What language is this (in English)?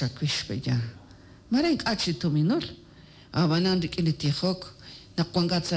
Kekchí